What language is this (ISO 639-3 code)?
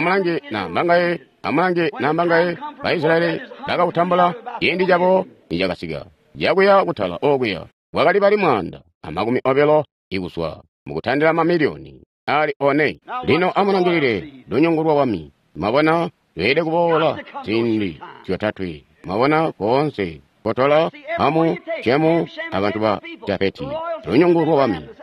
toi